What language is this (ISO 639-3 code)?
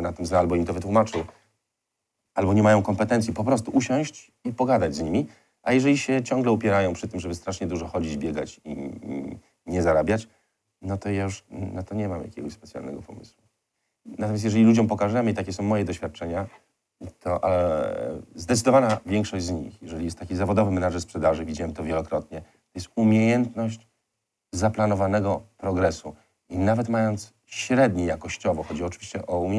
pol